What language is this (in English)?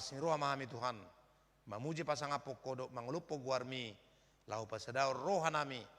Batak Toba